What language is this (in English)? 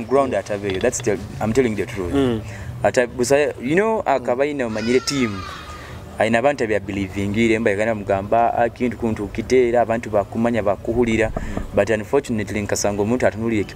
Nyoro